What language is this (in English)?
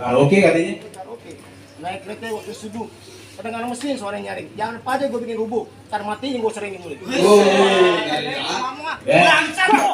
Betawi